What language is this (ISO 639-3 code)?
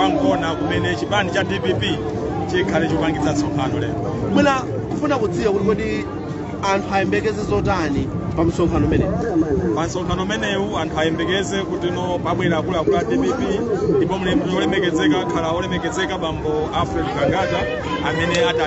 nya